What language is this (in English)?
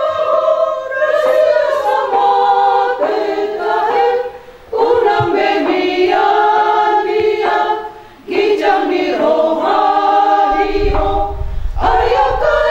Batak Toba